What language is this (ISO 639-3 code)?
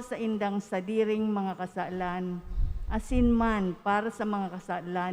bik